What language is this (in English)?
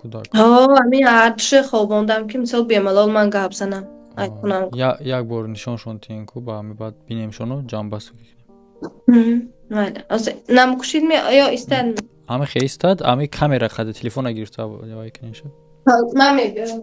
Tajik